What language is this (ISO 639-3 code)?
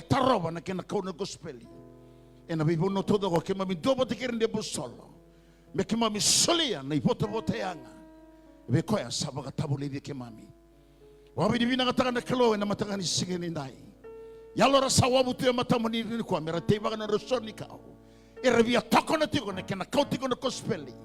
fij